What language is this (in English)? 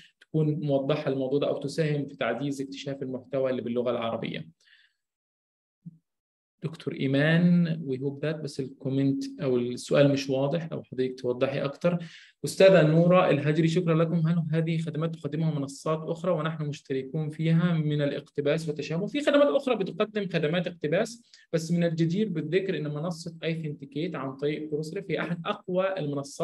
Egyptian Arabic